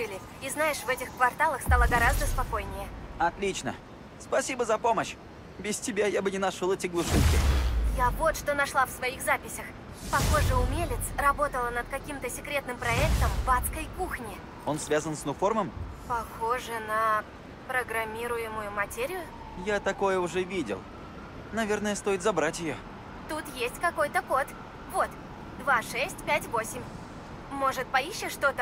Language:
Russian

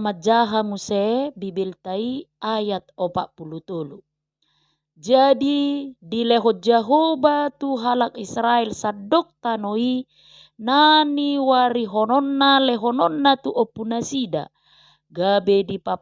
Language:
Batak Toba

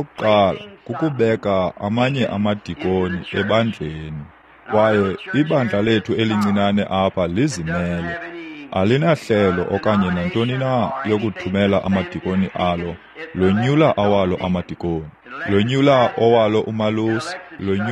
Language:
Xhosa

